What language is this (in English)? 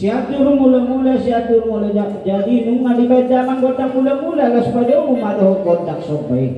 Batak Toba